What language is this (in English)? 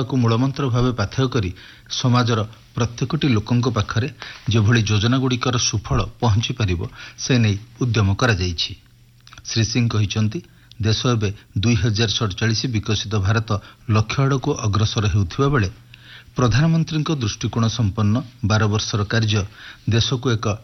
Odia